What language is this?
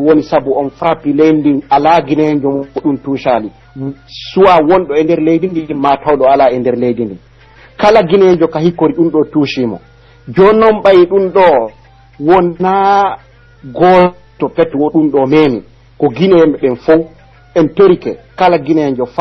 Pular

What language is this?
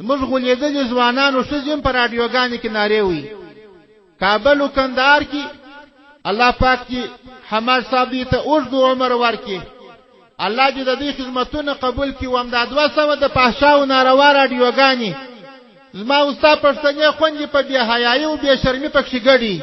Pashto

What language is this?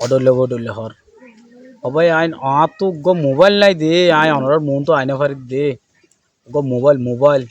Rohingya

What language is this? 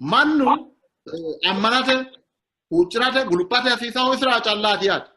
Sidamo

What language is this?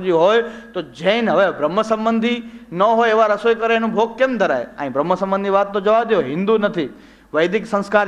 Gujarati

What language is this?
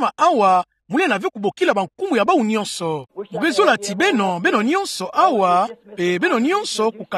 Kituba (Democratic Republic of Congo)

